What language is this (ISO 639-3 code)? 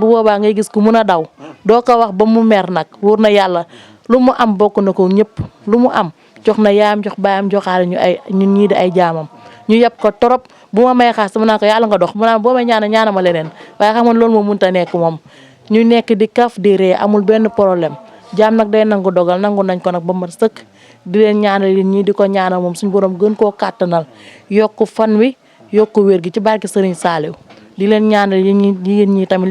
wol